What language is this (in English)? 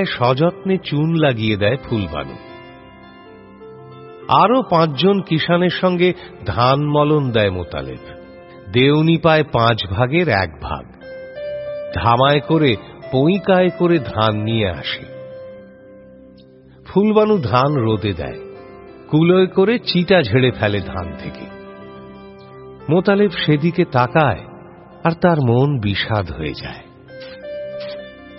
Bangla